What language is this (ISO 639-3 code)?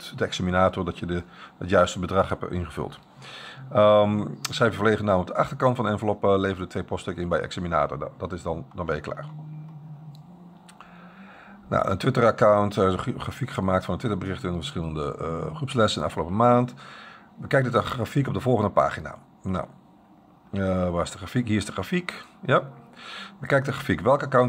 nld